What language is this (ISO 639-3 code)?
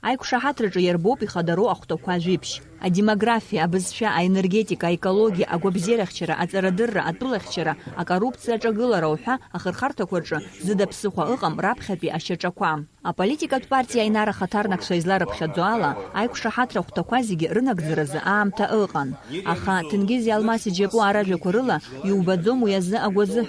abk